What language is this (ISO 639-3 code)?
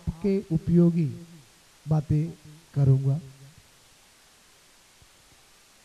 hin